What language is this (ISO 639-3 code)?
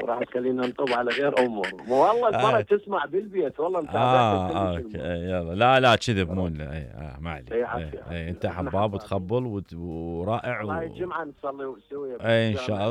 acm